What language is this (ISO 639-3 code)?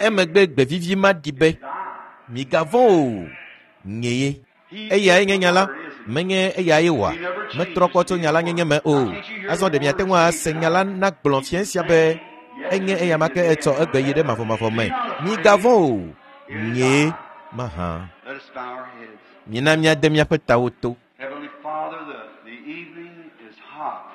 ewe